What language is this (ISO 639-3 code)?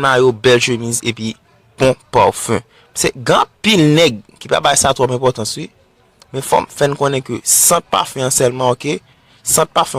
hat